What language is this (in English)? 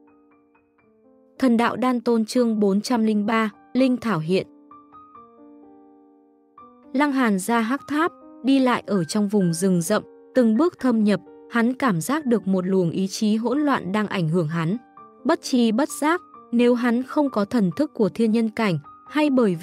Vietnamese